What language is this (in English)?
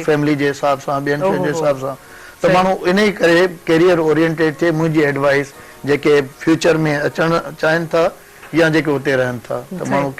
Sindhi